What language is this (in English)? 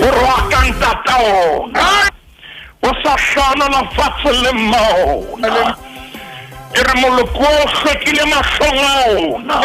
Southern Sotho